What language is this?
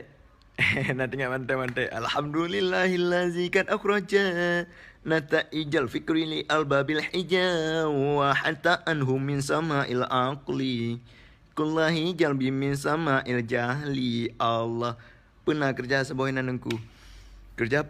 Achinese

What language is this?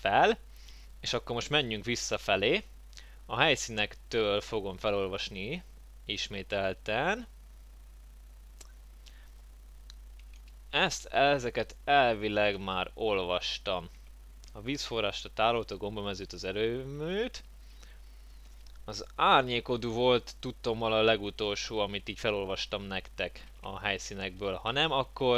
Hungarian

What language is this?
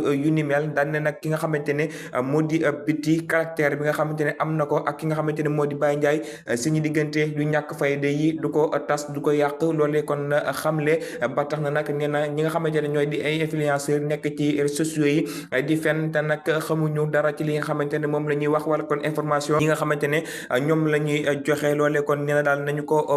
Wolof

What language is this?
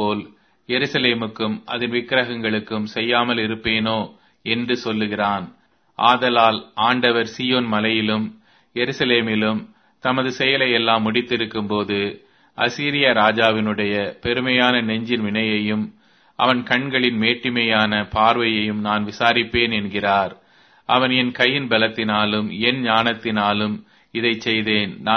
Tamil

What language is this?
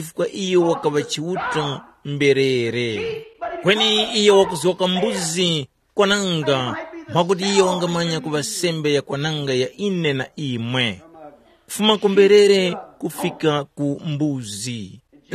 Tumbuka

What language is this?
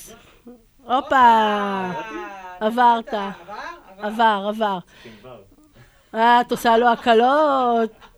Hebrew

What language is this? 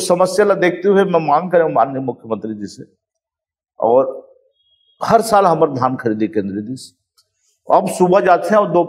Chhattisgarhi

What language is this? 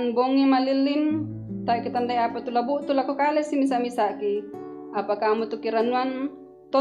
Toraja-Sa'dan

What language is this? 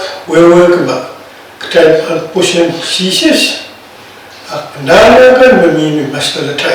Pohnpeian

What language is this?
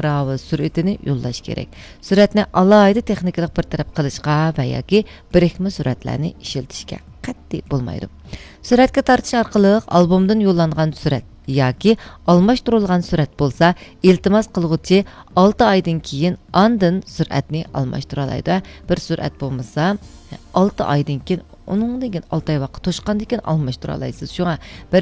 Uyghur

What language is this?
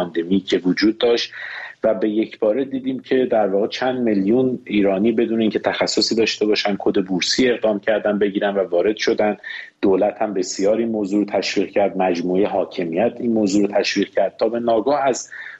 Persian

